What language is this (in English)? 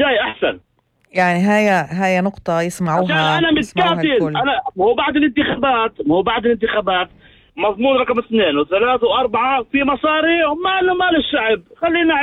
North Levantine Arabic